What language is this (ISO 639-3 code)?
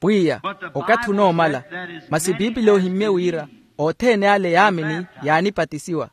vmw